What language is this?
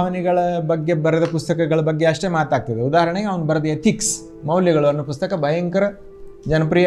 Kannada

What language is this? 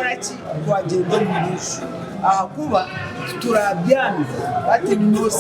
Nyankole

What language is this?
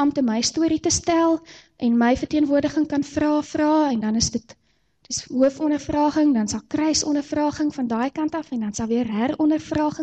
Afrikaans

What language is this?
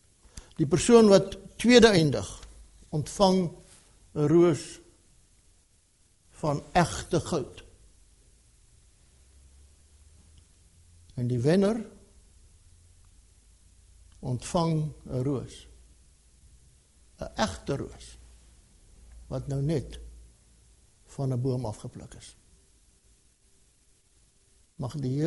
Afrikaans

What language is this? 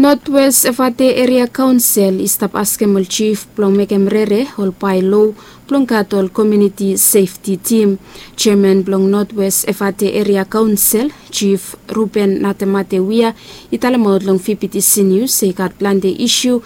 Bislama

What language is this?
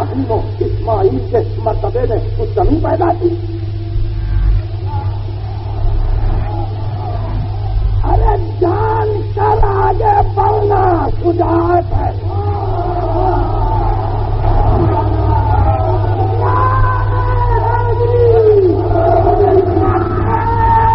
Urdu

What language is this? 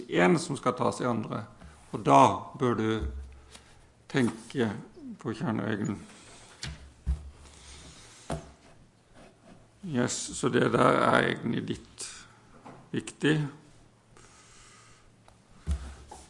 Norwegian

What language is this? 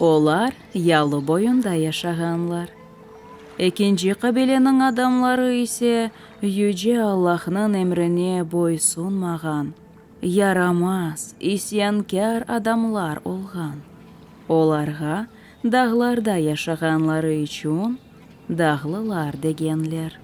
Crimean Tatar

